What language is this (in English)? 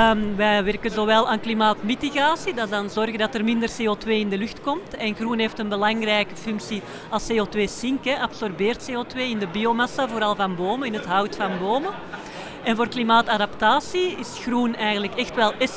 Dutch